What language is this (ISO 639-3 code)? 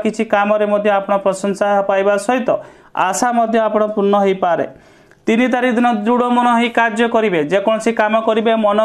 ori